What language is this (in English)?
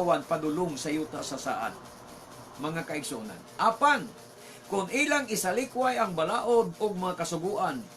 Cebuano